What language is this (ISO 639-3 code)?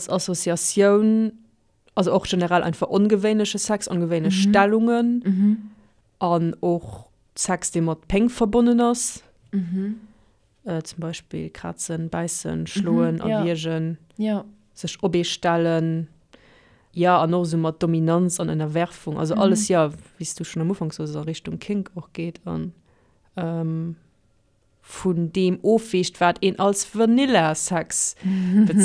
ltz